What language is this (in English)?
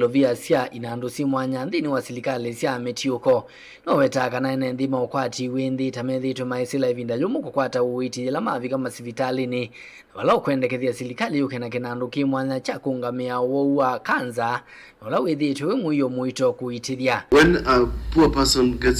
Kamba